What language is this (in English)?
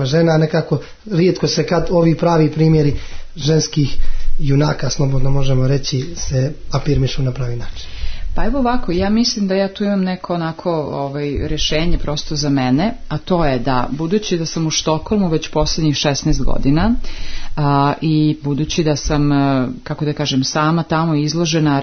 Serbian